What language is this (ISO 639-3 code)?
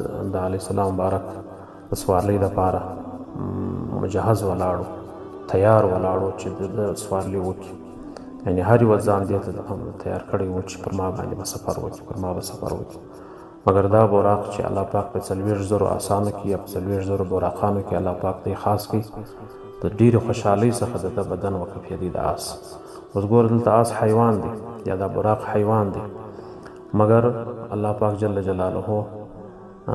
pus